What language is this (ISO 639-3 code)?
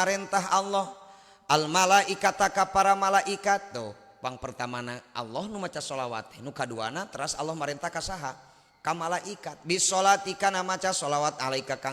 sun